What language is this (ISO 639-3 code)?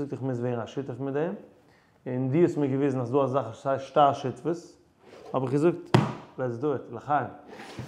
yid